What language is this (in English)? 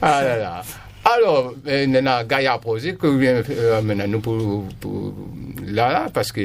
Réunion Creole French